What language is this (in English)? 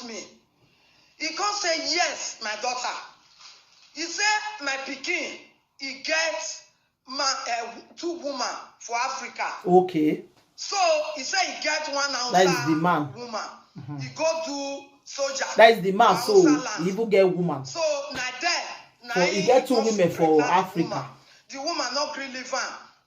Nigerian Pidgin